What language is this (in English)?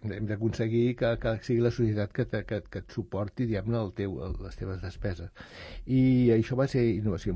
Catalan